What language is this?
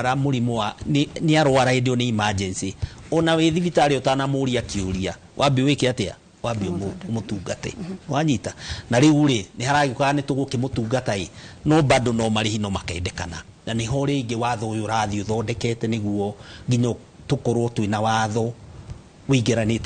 Kikuyu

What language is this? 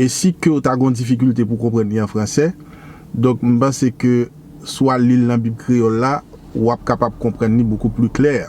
Haitian Creole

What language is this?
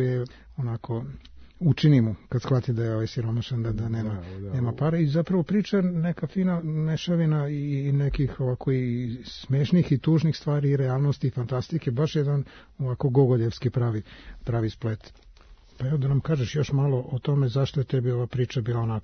Serbian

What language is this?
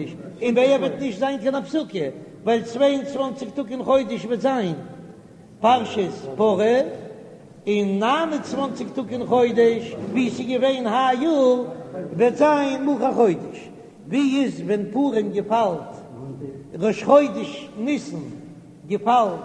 Yiddish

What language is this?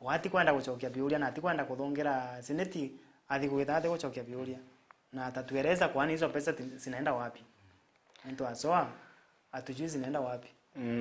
Meru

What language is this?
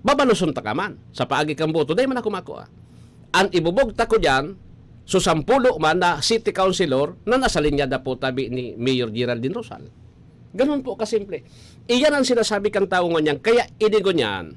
Bikol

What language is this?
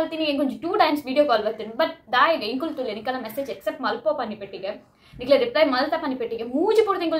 Tulu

